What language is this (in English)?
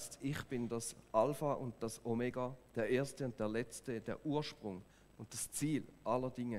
Swiss German